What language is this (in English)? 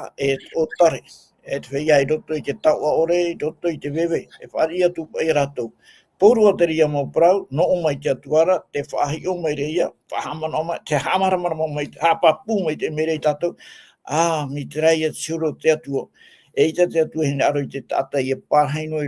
Tahitian